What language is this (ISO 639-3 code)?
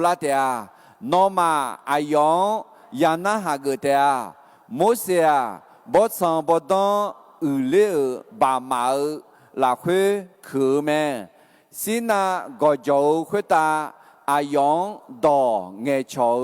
ahk